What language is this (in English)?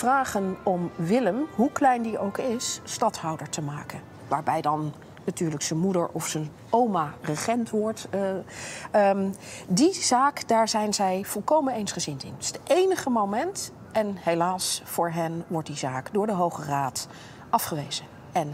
Dutch